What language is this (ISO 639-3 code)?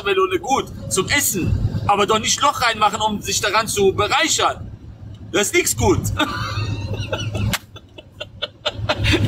deu